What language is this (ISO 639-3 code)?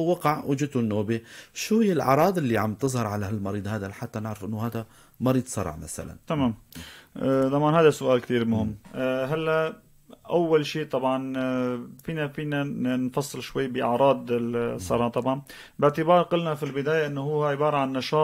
apc